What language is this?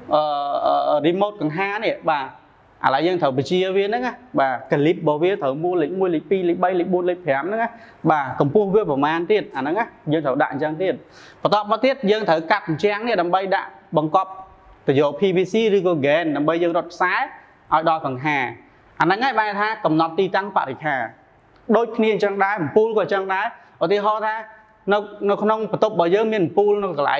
Khmer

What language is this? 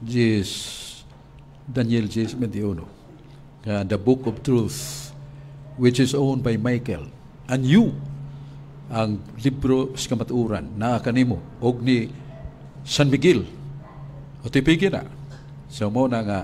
Cebuano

